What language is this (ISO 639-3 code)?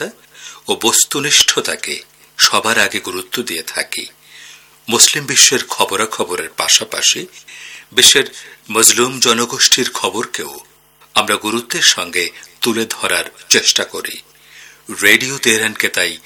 ben